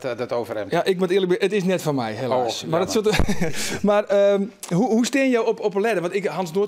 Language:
Western Frisian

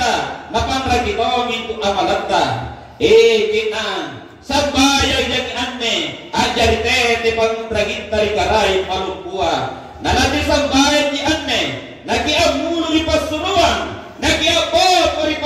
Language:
Makasar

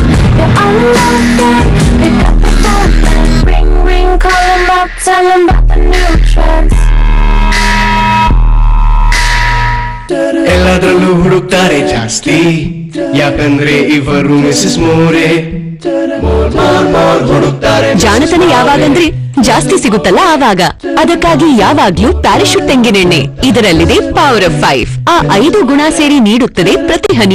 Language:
Kannada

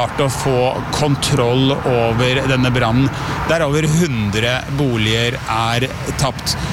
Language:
Norwegian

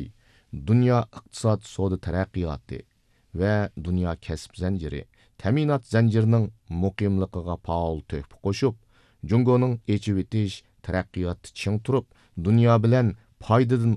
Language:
Uyghur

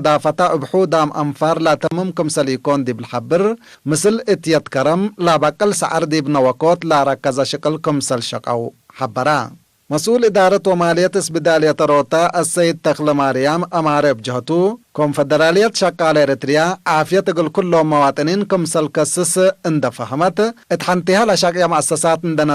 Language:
Tigre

